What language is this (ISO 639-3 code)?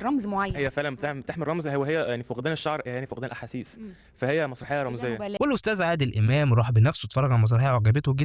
arz